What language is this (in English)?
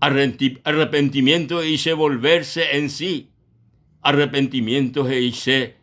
Guarani